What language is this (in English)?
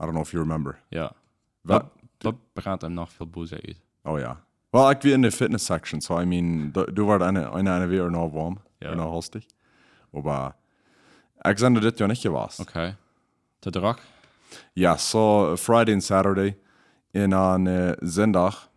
Plautdietsch